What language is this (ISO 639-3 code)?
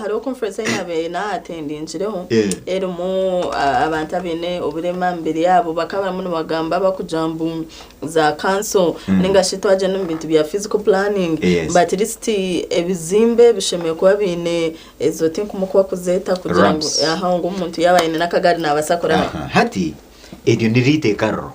nyn